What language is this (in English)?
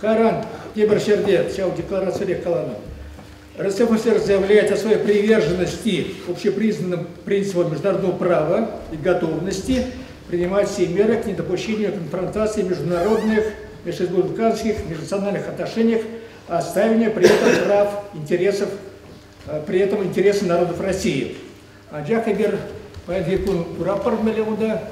Chuvash